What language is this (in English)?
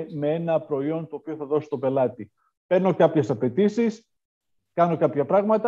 Greek